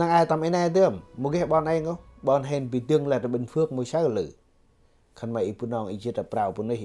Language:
Central Mnong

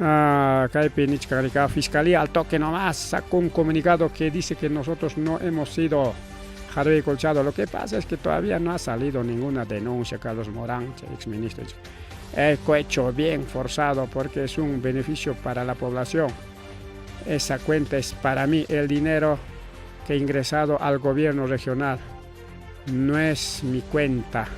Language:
Ayacucho Quechua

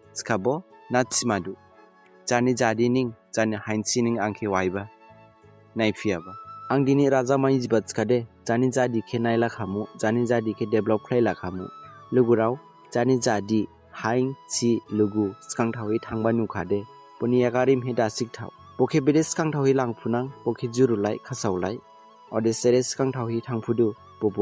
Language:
Dimasa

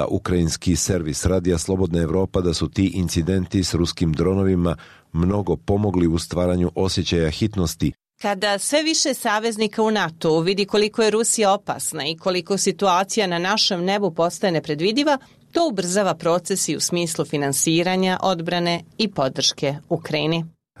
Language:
Serbian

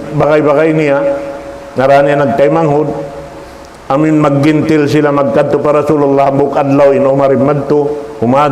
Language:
Tausug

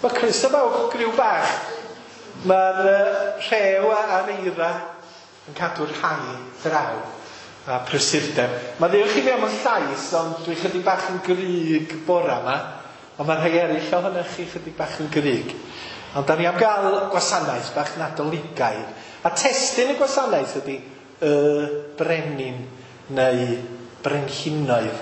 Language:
Welsh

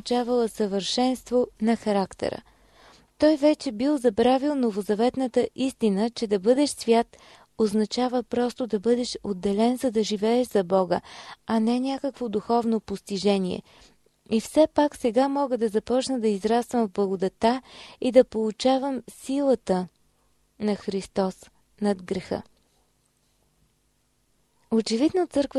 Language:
Bulgarian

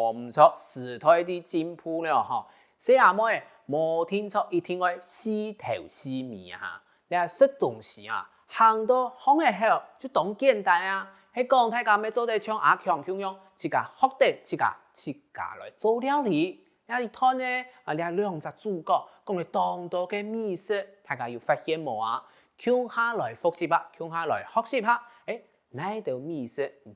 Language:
Hakka Chinese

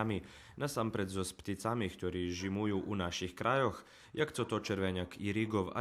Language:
Rusyn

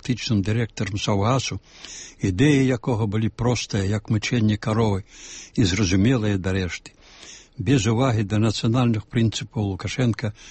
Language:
Belarusian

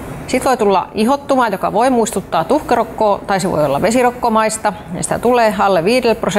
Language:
Finnish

